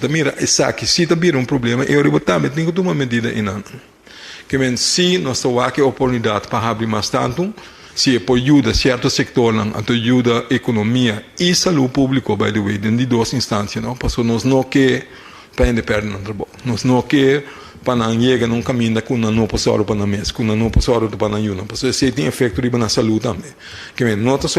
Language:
Papiamento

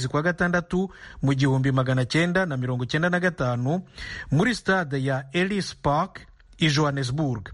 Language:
Kinyarwanda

